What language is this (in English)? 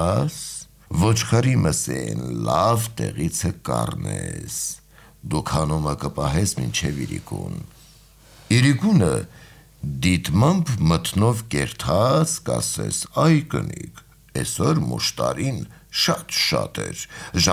Armenian